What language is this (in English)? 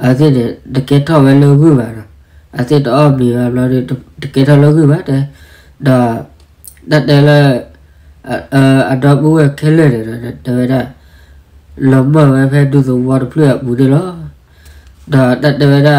S'gaw Karen